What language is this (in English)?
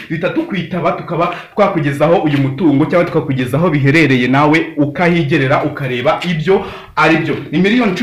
Kinyarwanda